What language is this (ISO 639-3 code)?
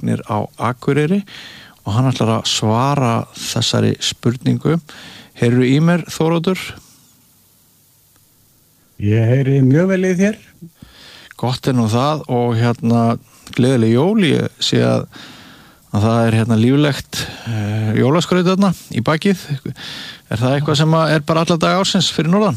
isl